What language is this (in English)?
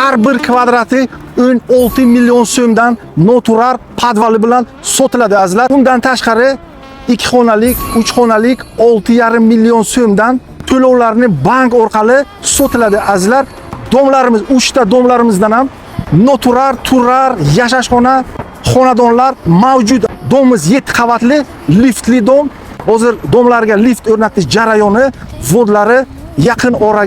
Uzbek